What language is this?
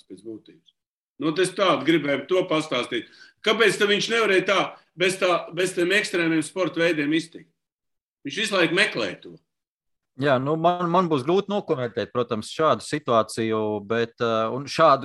Latvian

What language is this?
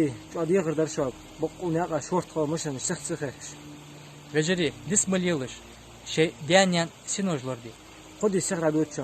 Ingush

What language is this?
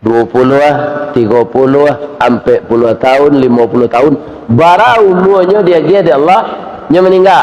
Minangkabau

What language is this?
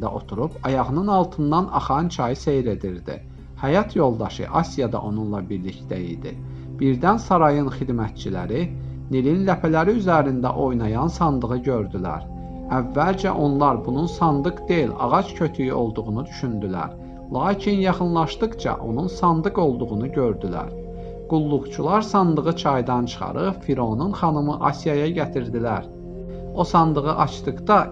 Azerbaijani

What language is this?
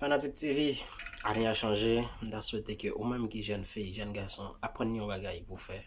Haitian Creole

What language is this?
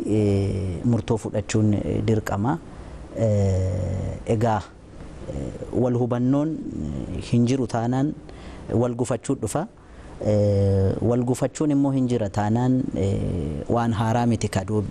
Oromo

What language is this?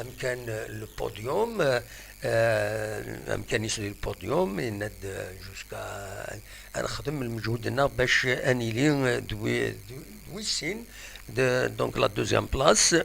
Algerian Arabic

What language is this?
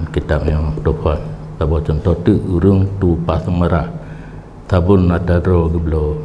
Achinese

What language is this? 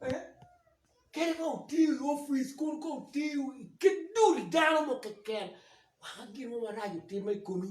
Acoli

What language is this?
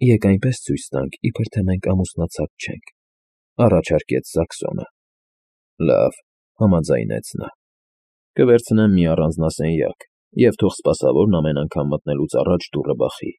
Armenian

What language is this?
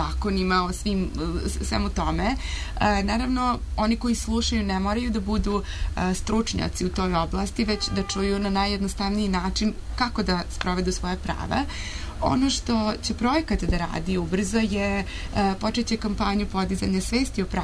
Serbian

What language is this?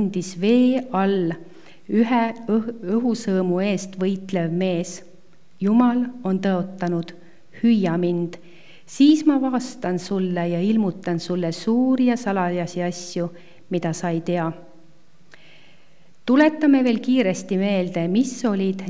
Estonian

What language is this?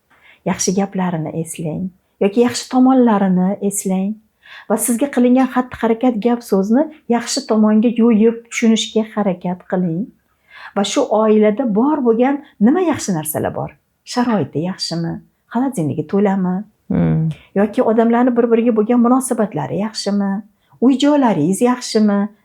Uzbek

